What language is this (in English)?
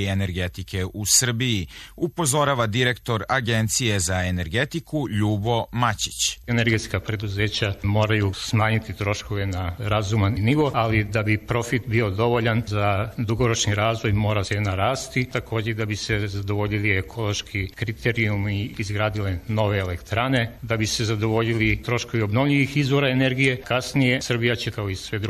Serbian